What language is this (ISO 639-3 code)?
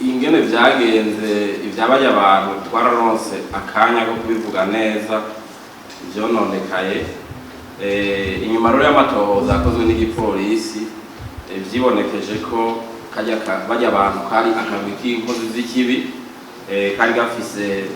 run